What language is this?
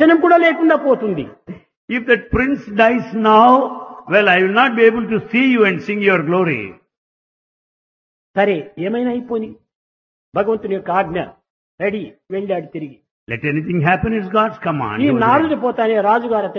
Telugu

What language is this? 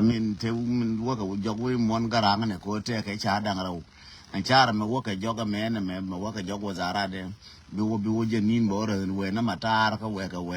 Nuer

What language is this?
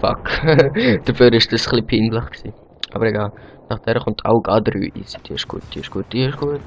Swiss German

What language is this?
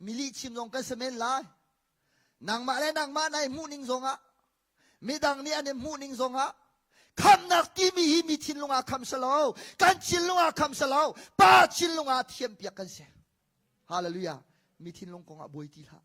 Hakha Chin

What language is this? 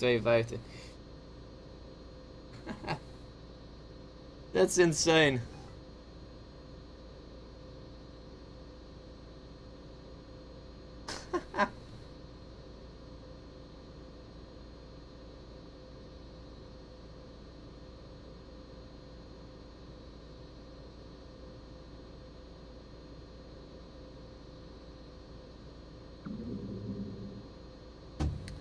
Dutch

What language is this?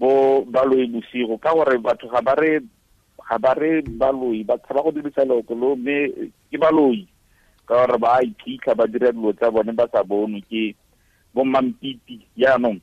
Tswana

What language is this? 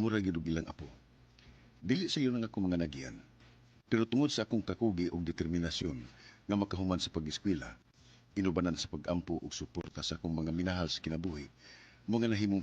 Cebuano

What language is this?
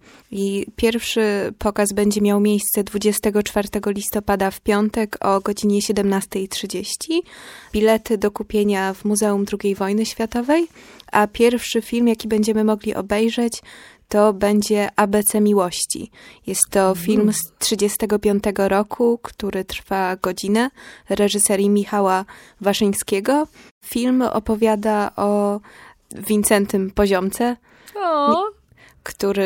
Polish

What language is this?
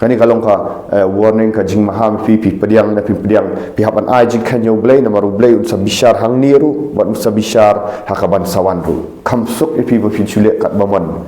Khasi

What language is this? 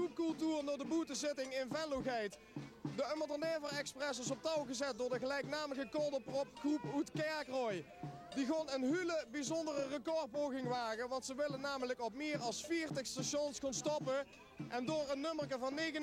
Limburgish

